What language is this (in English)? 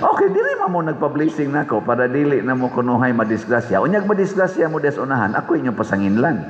Cebuano